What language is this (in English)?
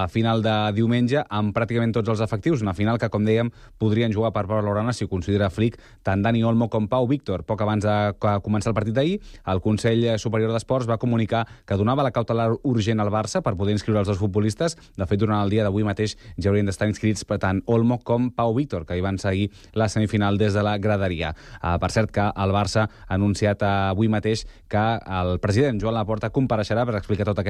Catalan